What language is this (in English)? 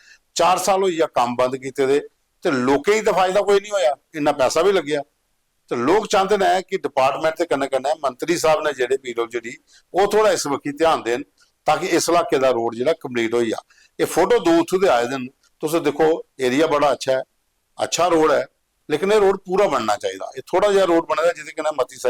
Dogri